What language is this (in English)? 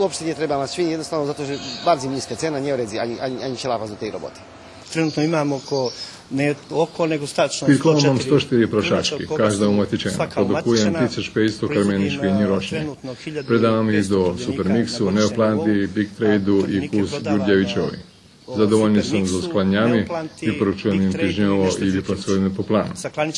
Rusyn